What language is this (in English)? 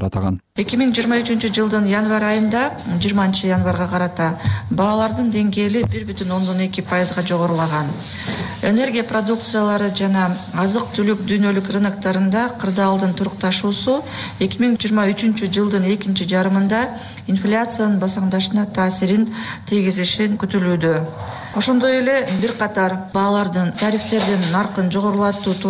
Kyrgyz